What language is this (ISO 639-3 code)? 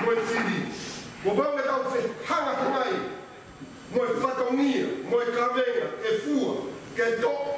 ton